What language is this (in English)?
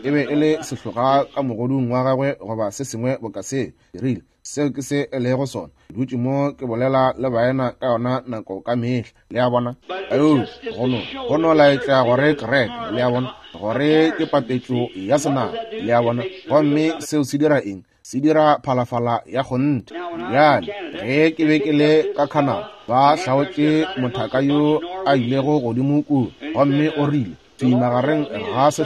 Northern Sotho